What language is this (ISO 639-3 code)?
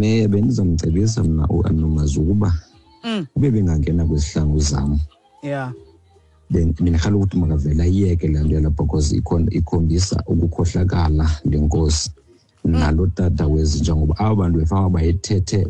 xho